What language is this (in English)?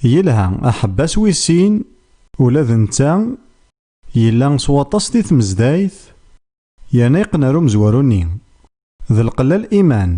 Kabyle